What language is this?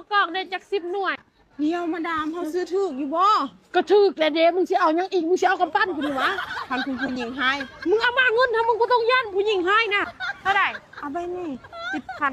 Northeastern Thai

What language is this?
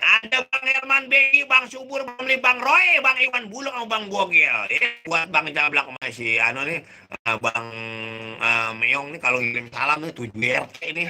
Betawi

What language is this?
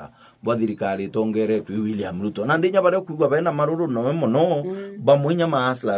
Meru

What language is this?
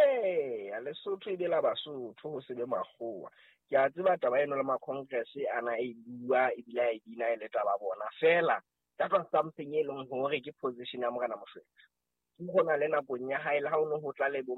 Southern Sotho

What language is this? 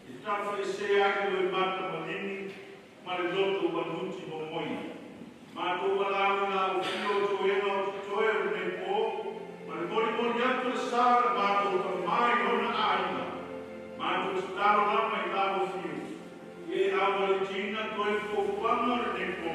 Samoan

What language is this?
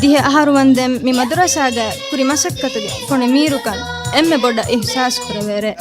Divehi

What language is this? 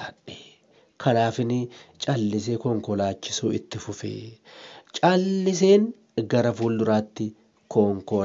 Oromo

